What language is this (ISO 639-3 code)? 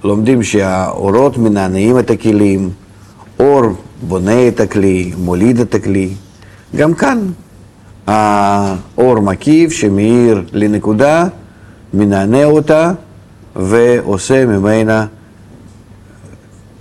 heb